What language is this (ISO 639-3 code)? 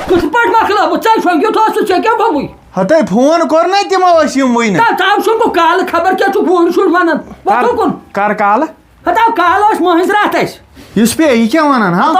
kas